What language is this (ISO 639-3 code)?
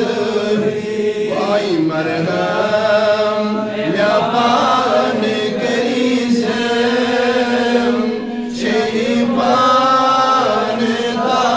kas